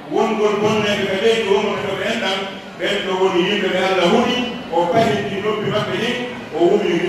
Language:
Pular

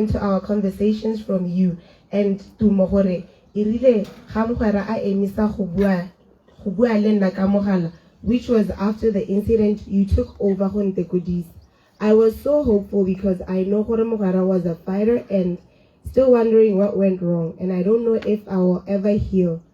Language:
Tswana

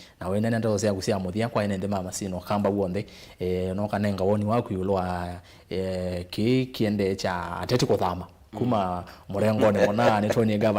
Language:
Kamba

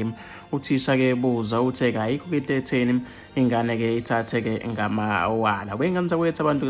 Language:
Zulu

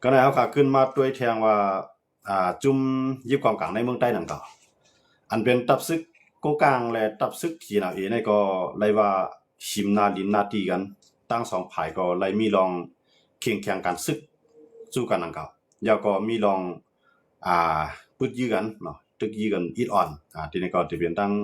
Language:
Shan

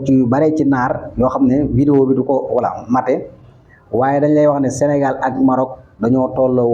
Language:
Wolof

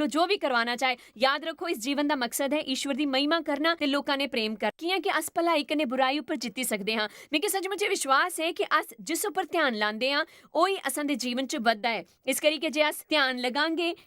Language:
Dogri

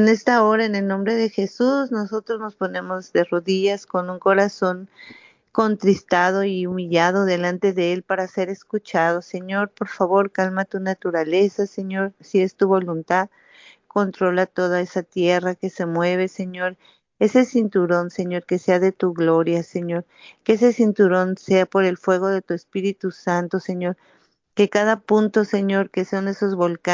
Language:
Spanish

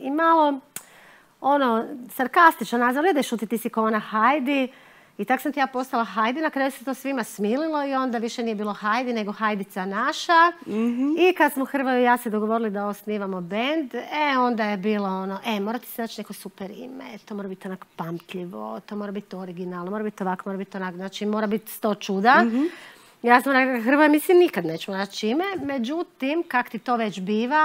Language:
Croatian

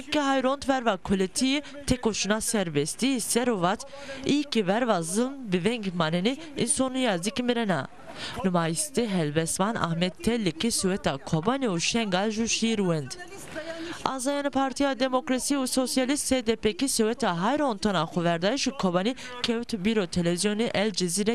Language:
Zaza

